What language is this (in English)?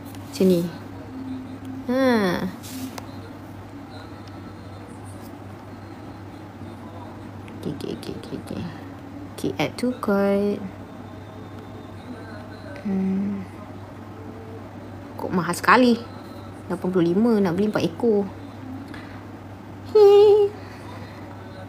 Malay